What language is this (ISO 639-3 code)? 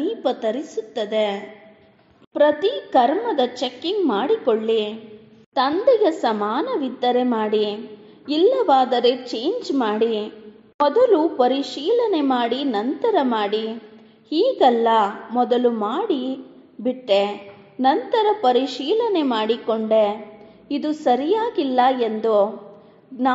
kan